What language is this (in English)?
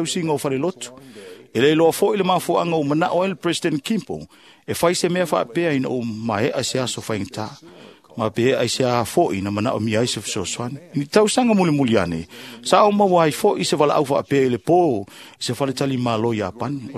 Samoan